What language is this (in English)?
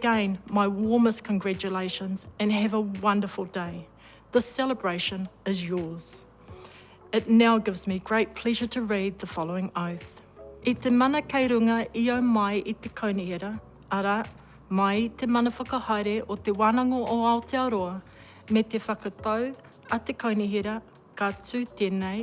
Māori